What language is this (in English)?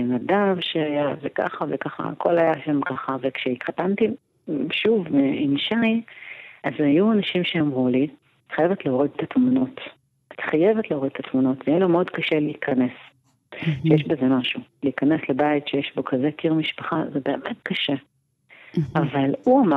Hebrew